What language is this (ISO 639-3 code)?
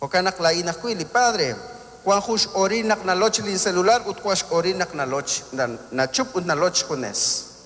kek